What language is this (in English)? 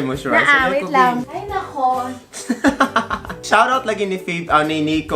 Cebuano